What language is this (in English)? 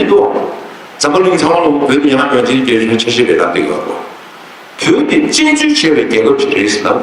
Tibetan